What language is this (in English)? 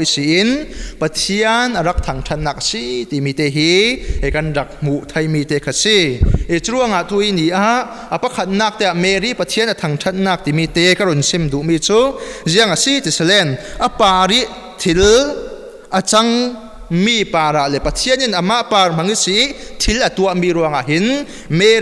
Falam Chin